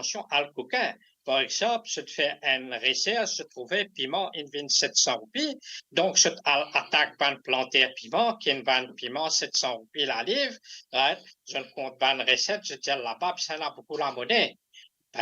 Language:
Morisyen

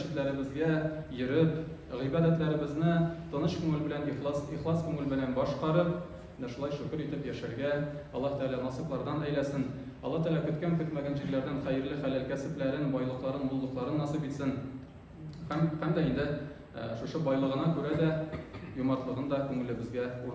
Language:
Tatar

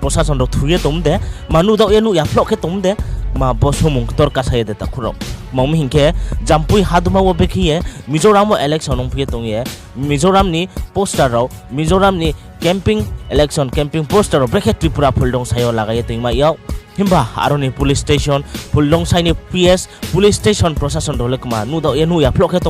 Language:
Riang (India)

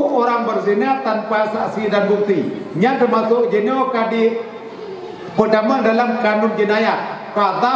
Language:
Achinese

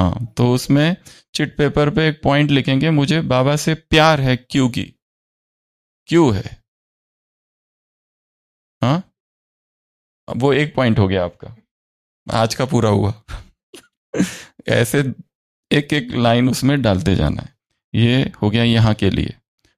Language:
Hindi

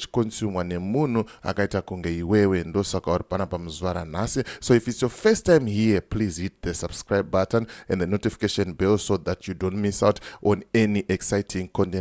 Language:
Shona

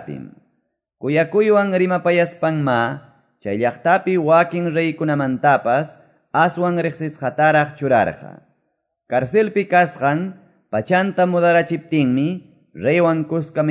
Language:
Quechua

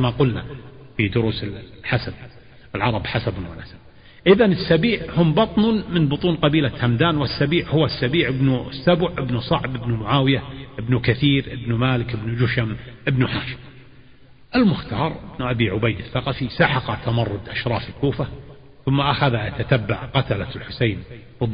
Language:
Arabic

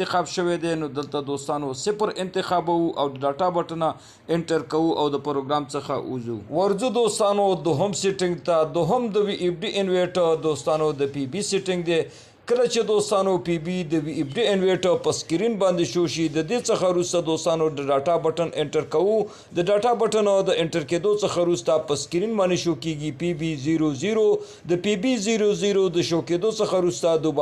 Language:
Pashto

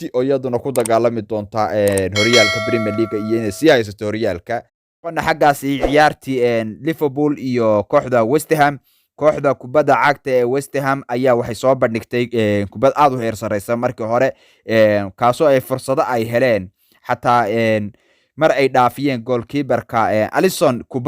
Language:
Somali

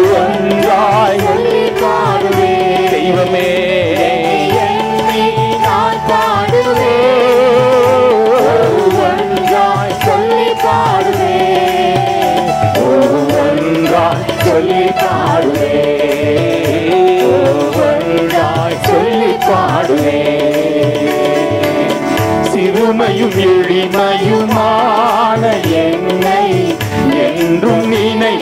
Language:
Tamil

